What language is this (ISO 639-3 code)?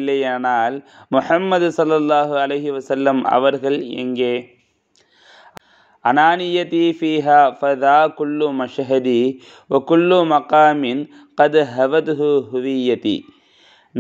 tam